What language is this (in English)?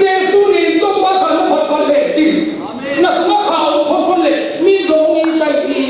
Tedim Chin